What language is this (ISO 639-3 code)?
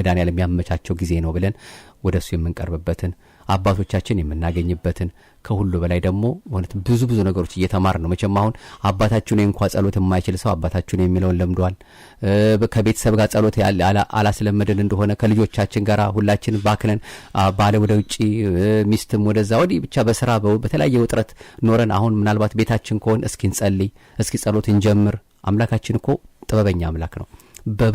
amh